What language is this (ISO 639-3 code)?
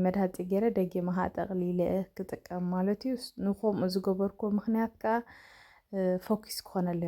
tir